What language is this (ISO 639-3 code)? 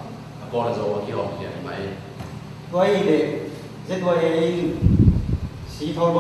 ctd